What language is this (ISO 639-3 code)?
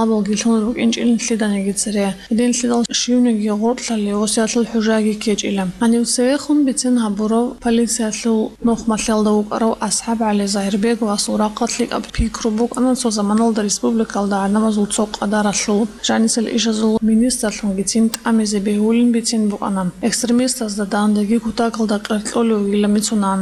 ava